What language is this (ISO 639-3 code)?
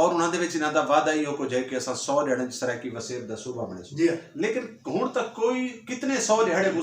skr